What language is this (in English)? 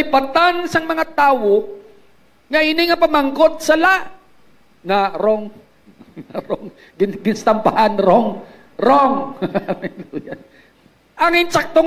Hiligaynon